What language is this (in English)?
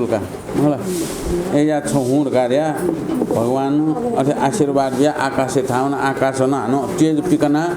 Newari